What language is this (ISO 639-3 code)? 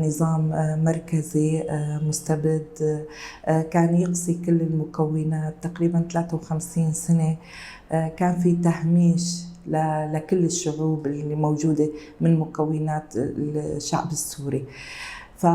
kur